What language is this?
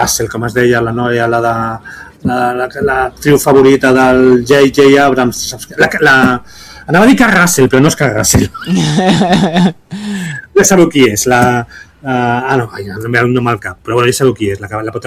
Catalan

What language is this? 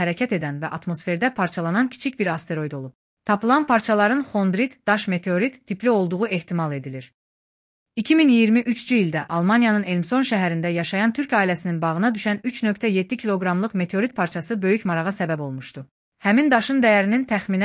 Azerbaijani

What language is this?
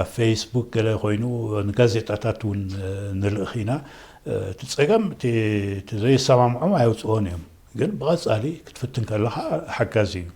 Tigrinya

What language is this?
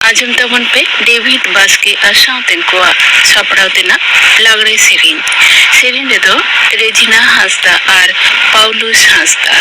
Santali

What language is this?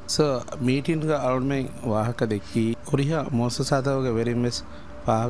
Divehi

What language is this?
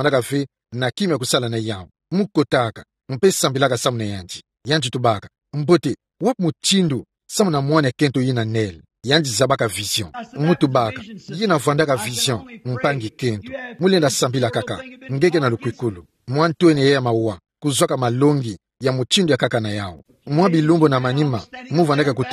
Kituba (Democratic Republic of Congo)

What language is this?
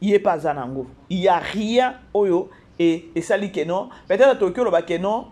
Lingala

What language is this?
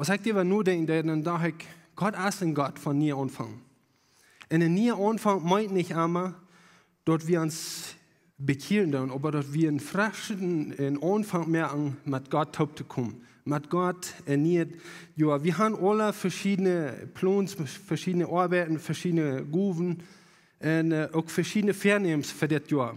Plautdietsch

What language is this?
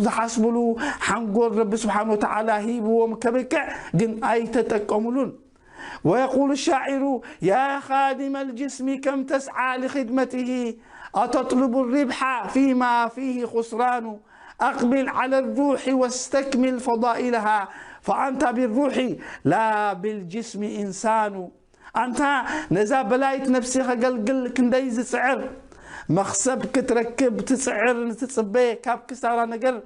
Tigrinya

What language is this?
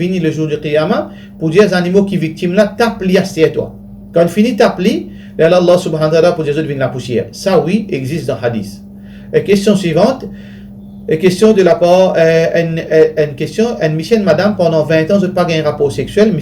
Morisyen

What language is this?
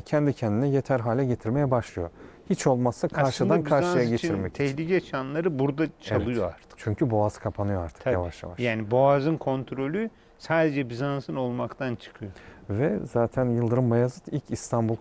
Turkish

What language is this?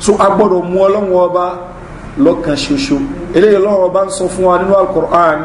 Yoruba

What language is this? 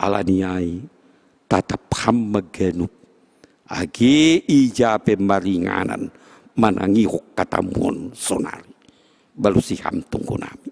Batak Simalungun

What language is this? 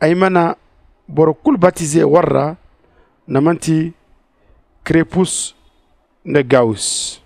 Zarma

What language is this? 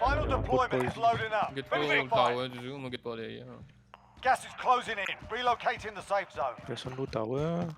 Morisyen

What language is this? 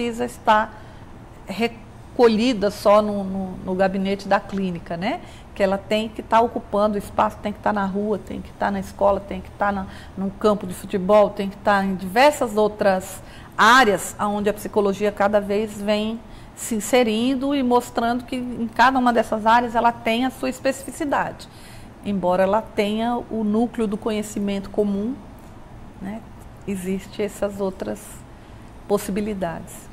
Portuguese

